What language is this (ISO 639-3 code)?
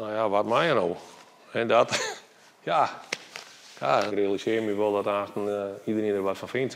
fry